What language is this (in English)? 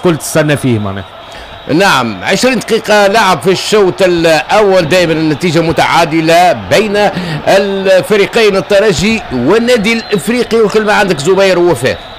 Tunisian Arabic